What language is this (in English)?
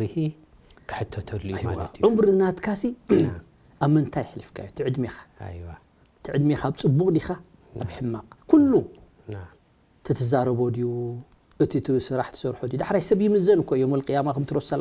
Tigrinya